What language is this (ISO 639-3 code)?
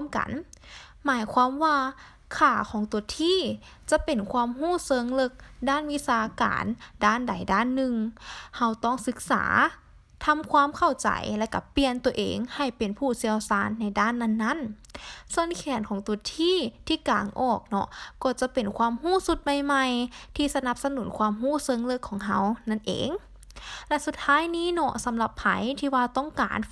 lao